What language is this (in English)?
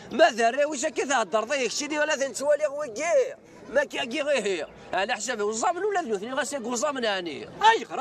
Kabyle